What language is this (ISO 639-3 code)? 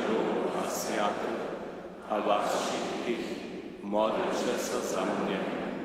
hsb